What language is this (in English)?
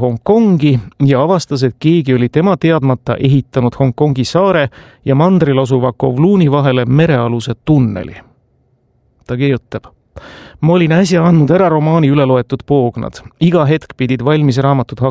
Estonian